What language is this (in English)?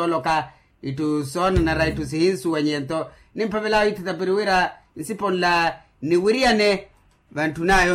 Makhuwa